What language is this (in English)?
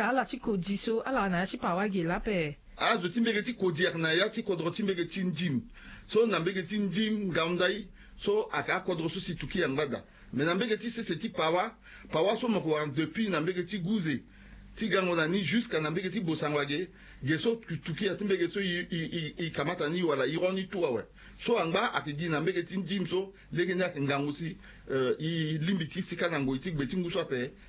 Sango